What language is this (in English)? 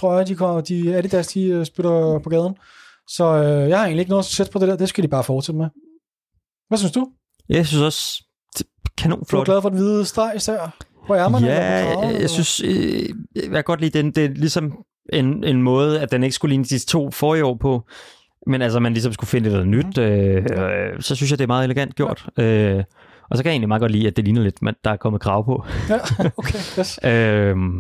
Danish